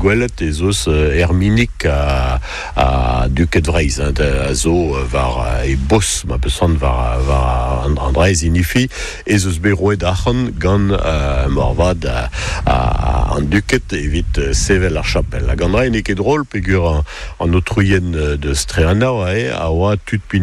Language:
Breton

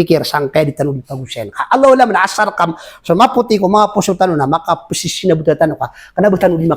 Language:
Maranao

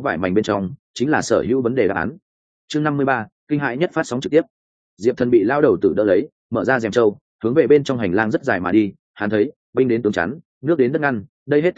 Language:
Vietnamese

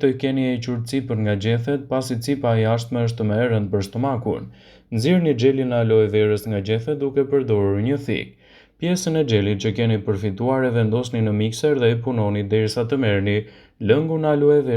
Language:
Albanian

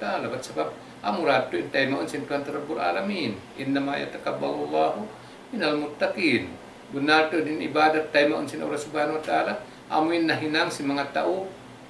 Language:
Tausug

